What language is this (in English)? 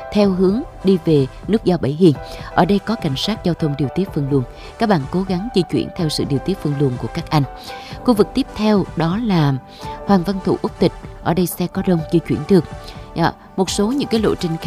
Vietnamese